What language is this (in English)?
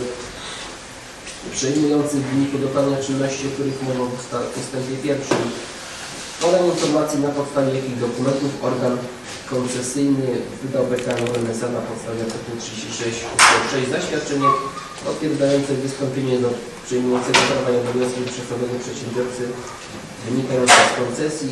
Polish